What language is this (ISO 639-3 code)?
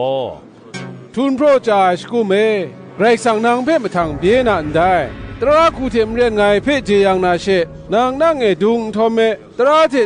kac